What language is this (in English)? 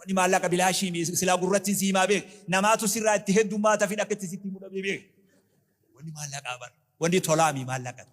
Oromo